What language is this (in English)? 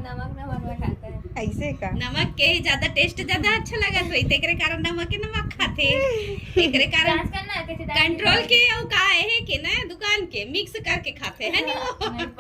Chhattisgarhi